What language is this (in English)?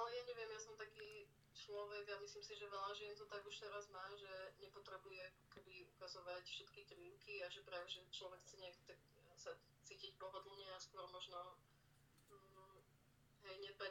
Slovak